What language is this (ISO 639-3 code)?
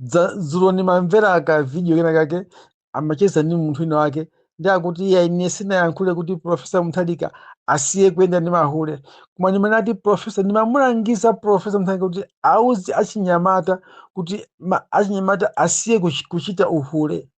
nya